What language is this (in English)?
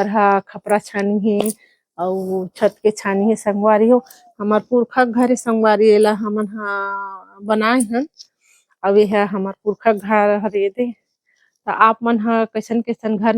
Chhattisgarhi